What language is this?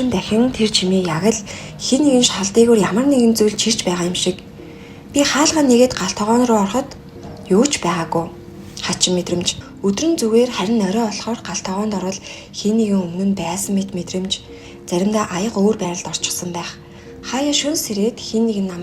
Mongolian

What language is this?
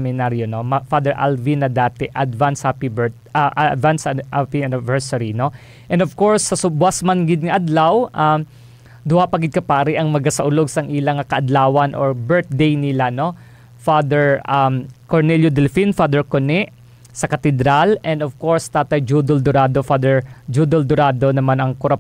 Hiligaynon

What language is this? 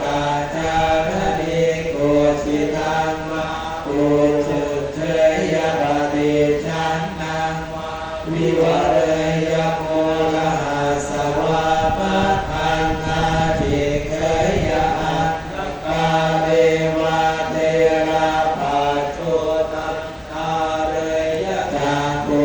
Pali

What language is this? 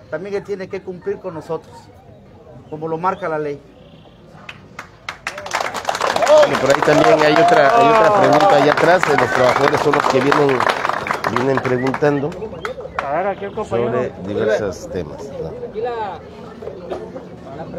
Spanish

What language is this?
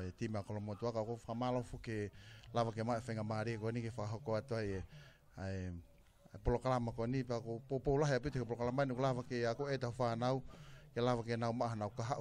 Tongan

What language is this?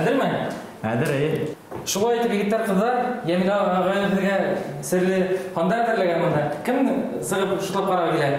Bashkir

